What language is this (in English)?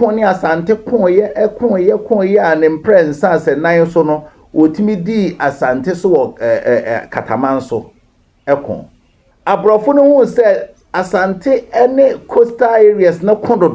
Akan